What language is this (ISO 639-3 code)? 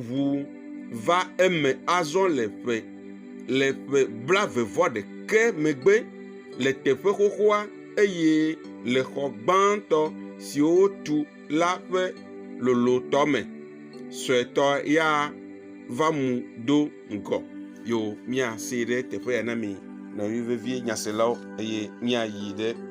ewe